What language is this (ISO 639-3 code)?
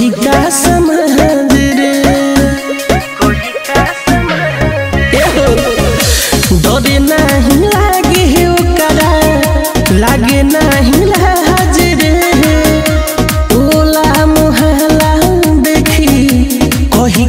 bho